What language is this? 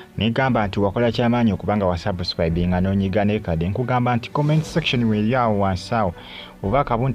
Ganda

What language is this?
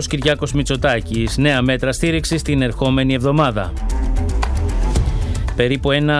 Greek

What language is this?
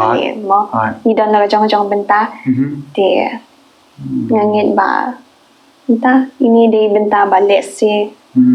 Khasi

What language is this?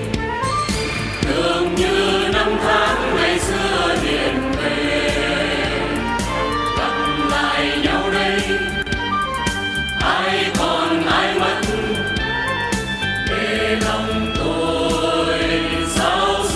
Vietnamese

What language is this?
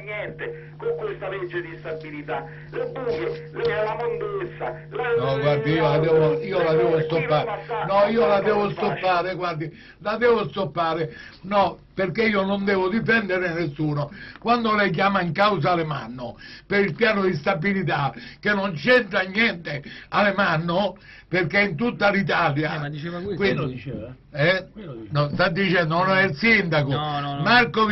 Italian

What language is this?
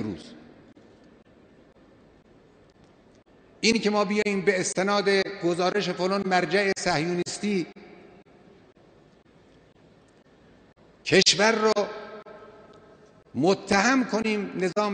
Persian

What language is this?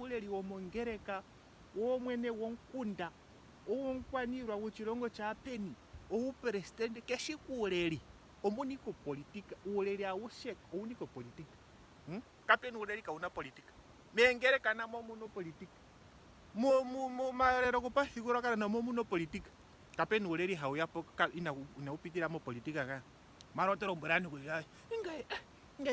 Ndonga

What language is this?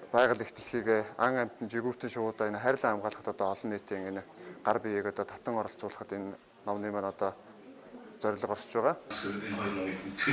Mongolian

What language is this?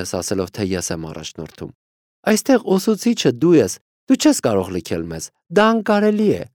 Armenian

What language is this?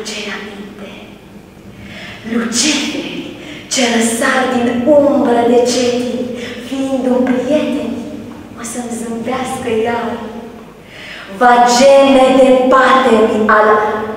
Romanian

